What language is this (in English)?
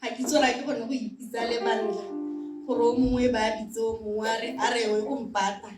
Tswana